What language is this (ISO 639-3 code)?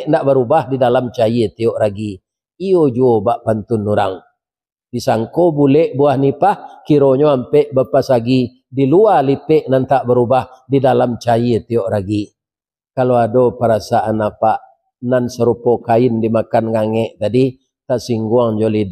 min